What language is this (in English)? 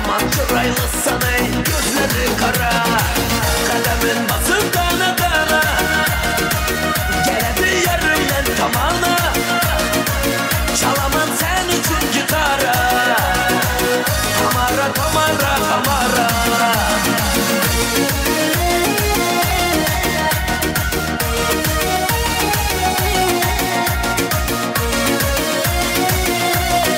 Kara-Kalpak